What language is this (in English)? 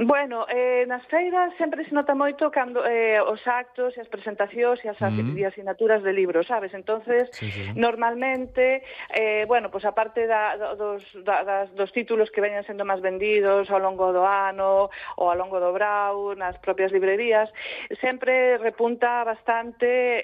Galician